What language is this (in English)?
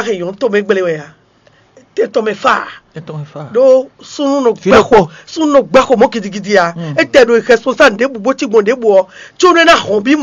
Fon